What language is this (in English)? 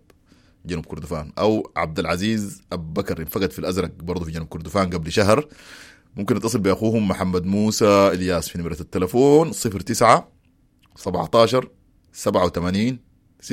Sudanese Arabic